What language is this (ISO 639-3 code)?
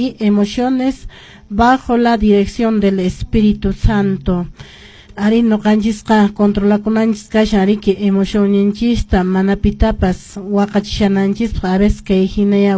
que